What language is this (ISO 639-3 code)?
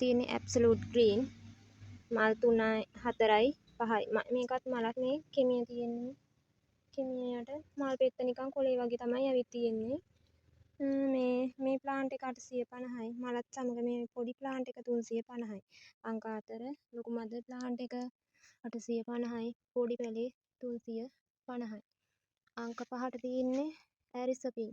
sin